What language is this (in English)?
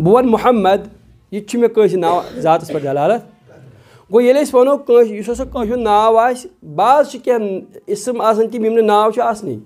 Kashmiri